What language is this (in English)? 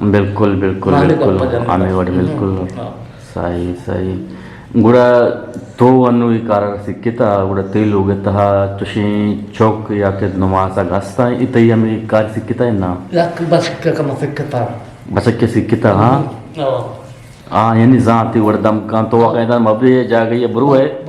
Eastern Balochi